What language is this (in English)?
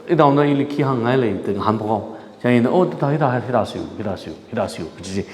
Tangkhul Naga (India)